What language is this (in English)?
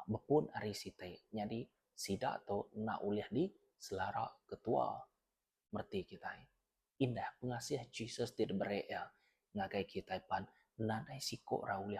Iban